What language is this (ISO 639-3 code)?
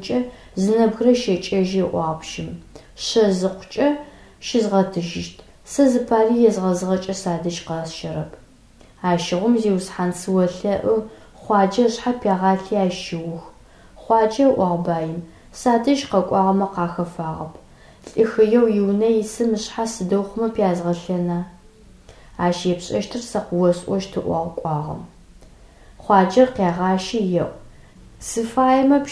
ady